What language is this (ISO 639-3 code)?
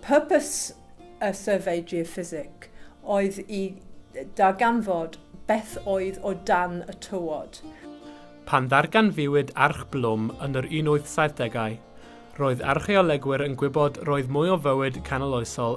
cym